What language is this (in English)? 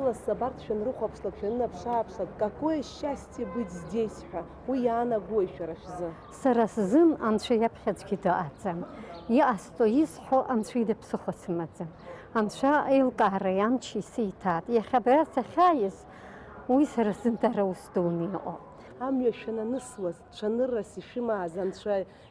Abkhazian